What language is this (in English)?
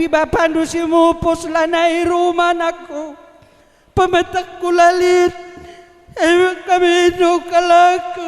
Batak Karo